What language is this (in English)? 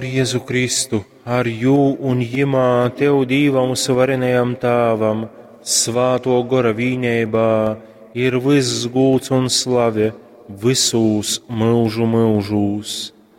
Latgalian